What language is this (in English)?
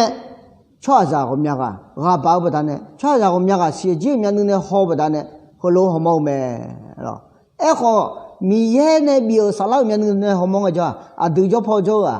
Akha